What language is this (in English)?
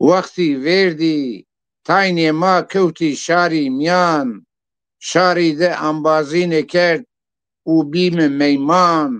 Zaza